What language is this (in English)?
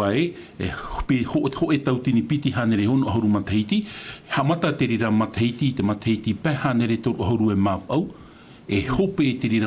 Tahitian